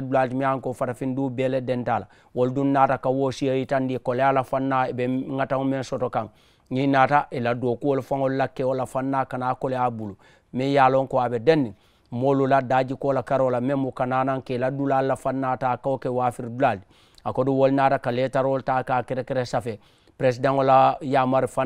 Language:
Mandingo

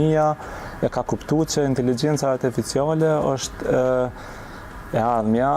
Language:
Albanian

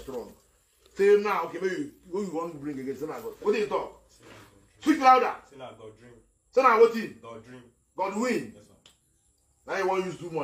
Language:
Nigerian Pidgin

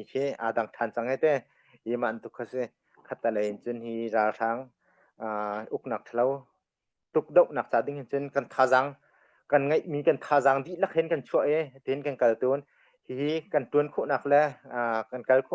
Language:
Hakha Chin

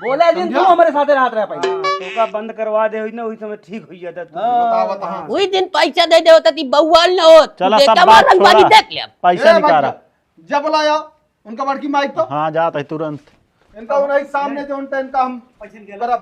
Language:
Awadhi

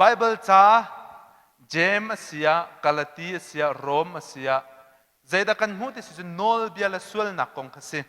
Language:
Hakha Chin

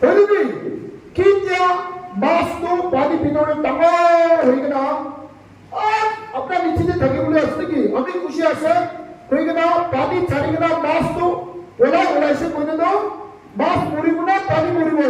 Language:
Naga Pidgin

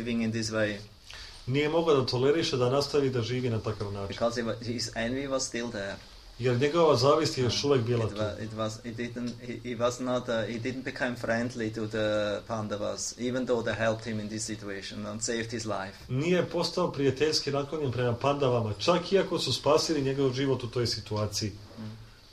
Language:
Serbian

